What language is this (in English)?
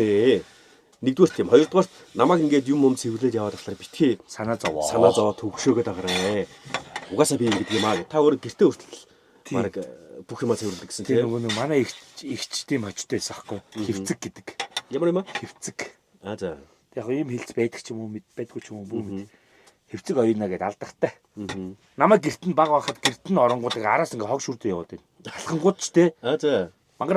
Mongolian